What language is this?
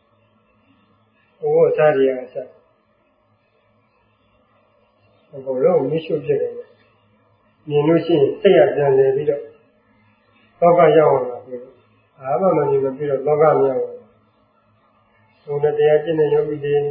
Burmese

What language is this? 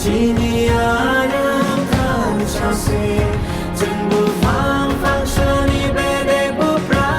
Kok Borok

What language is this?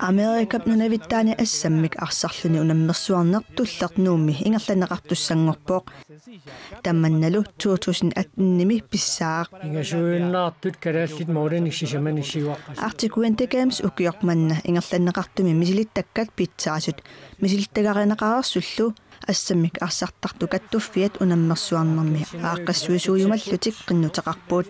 Kalaallisut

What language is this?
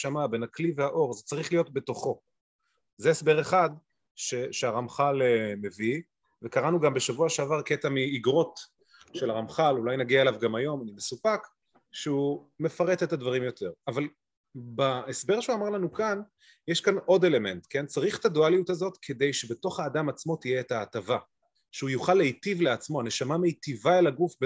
Hebrew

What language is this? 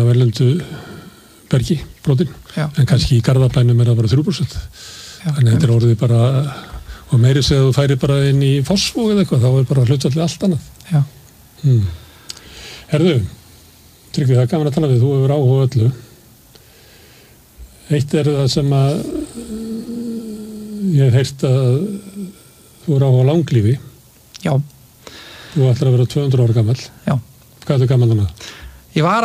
Icelandic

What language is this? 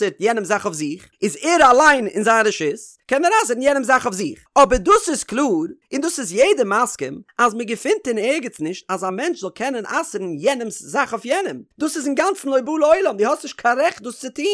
Yiddish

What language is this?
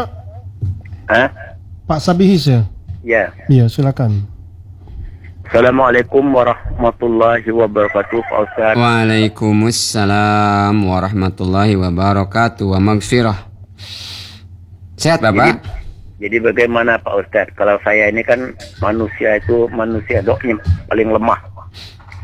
Indonesian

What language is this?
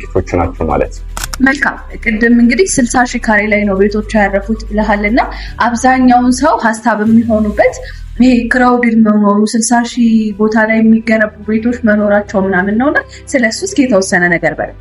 Amharic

